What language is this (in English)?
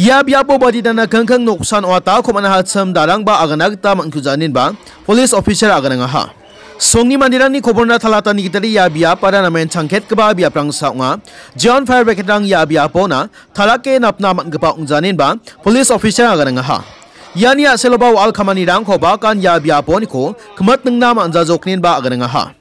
Garo